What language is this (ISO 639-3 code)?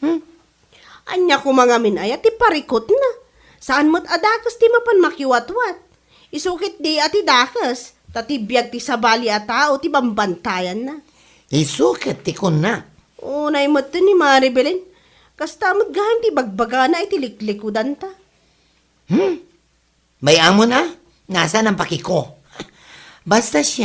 ilo